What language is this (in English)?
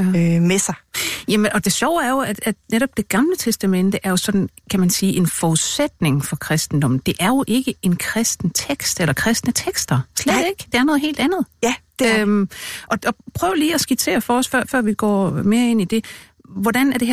Danish